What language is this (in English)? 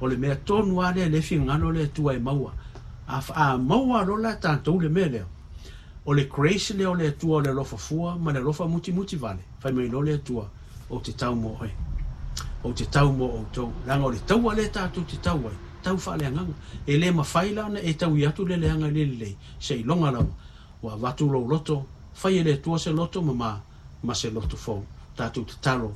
Samoan